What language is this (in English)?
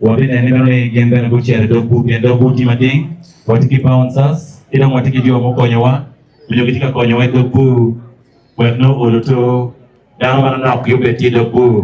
Acoli